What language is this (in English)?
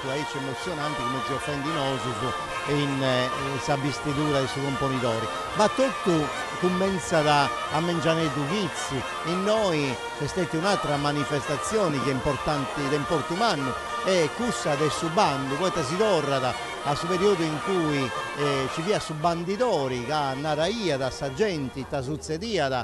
Sardinian